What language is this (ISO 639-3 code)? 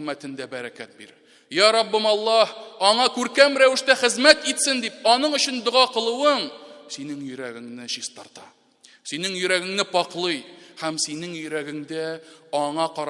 tat